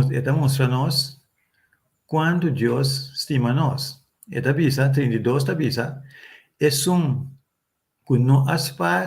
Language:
Papiamento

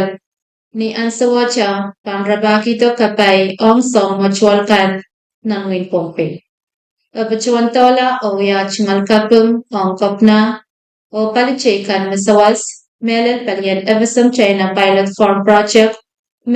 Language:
Pohnpeian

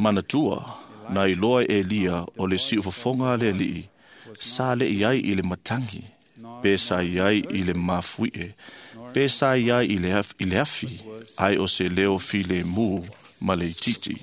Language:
Samoan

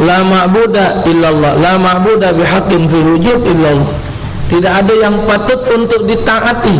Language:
Musi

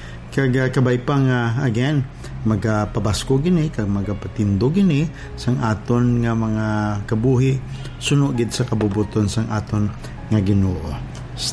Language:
Hiligaynon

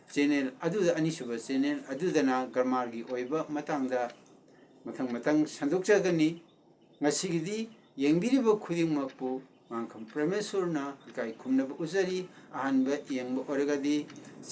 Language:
Manipuri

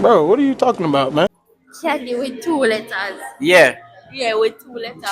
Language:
Jamaican Creole English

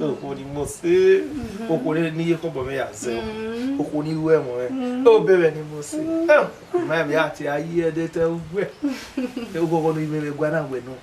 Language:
Bini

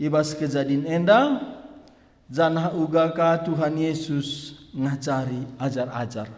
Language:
Batak Karo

